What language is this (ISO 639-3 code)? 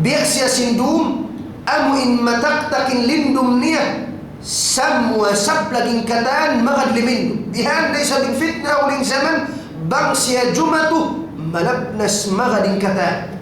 tsg